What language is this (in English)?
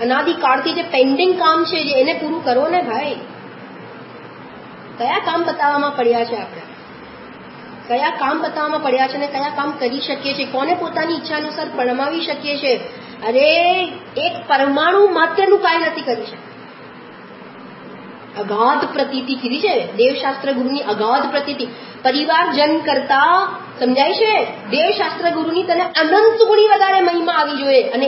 Gujarati